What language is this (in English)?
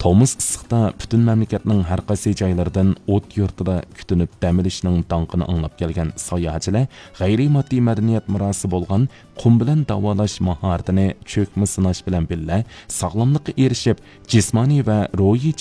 Uyghur